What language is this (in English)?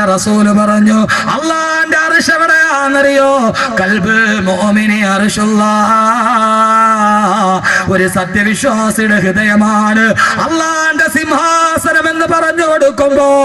Malayalam